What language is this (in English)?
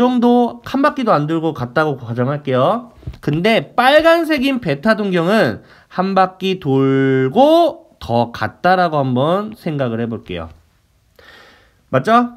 Korean